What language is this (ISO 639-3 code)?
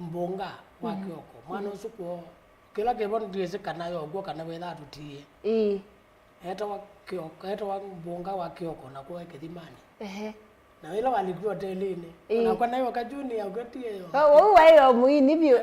kam